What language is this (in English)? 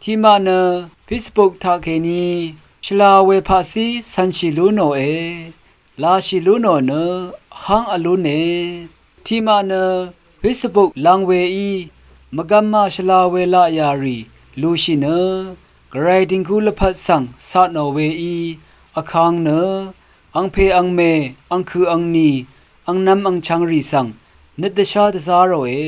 Rawang